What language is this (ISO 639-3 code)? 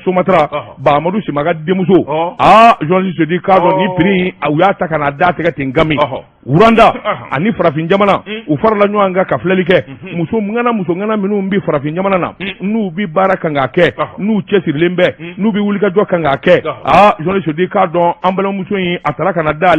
bam